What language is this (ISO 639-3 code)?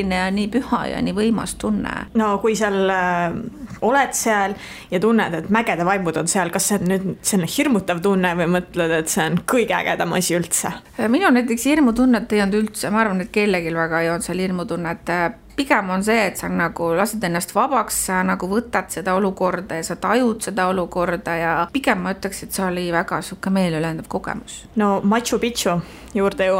est